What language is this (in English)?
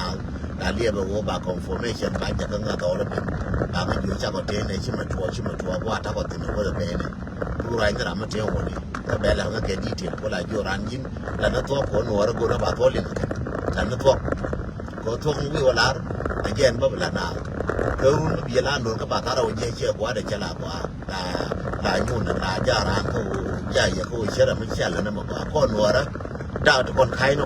Nuer